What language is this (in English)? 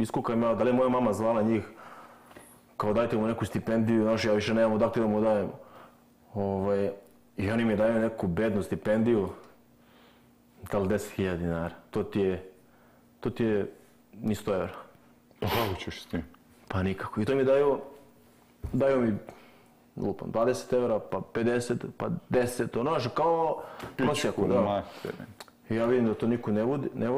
Serbian